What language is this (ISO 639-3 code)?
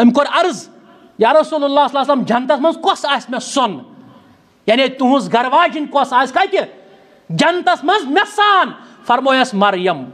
kas